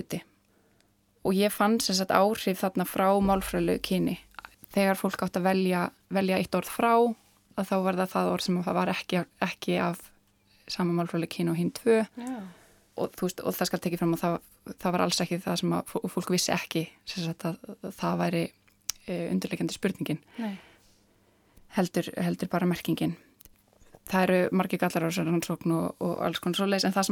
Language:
Icelandic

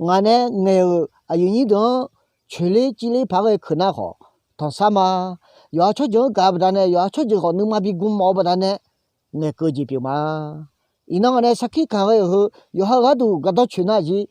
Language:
Akha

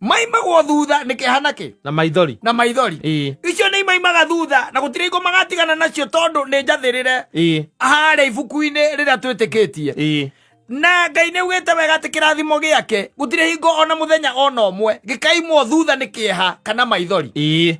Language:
Kikuyu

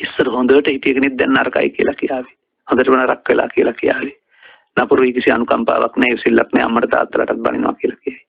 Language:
Sinhala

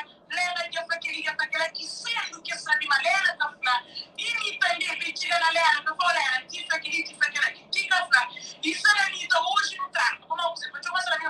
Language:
Kabuverdianu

